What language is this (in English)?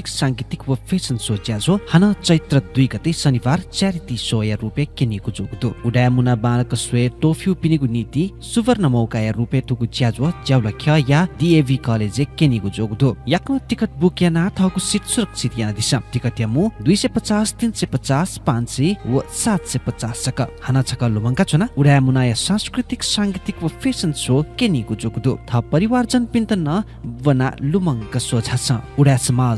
Newari